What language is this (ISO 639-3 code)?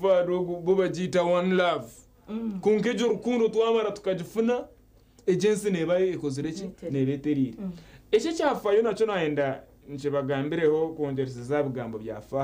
nyn